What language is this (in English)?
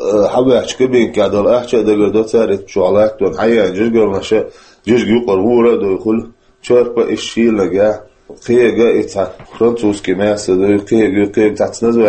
Chechen